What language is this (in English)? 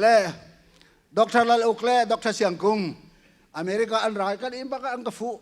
Hakha Chin